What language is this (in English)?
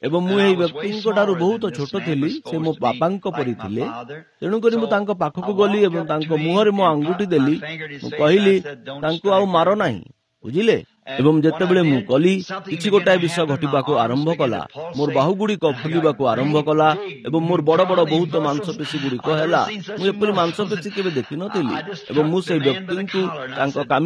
Odia